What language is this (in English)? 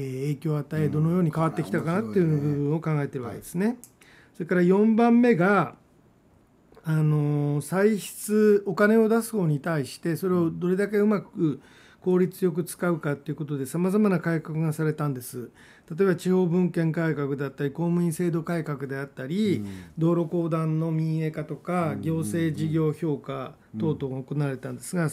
Japanese